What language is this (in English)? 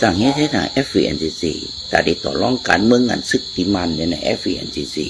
Shan